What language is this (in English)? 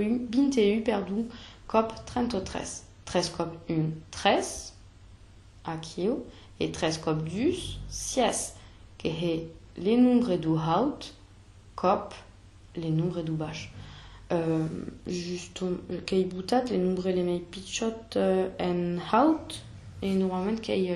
Occitan